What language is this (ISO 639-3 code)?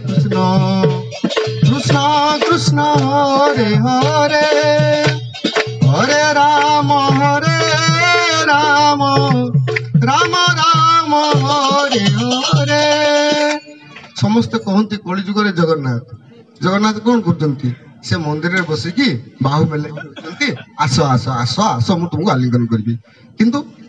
ori